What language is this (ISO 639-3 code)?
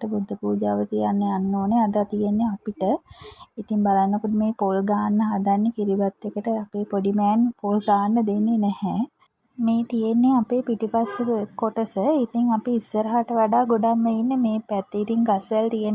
sin